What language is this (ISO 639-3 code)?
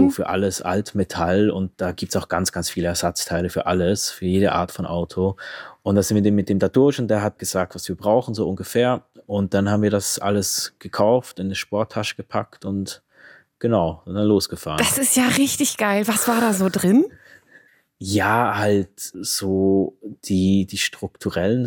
deu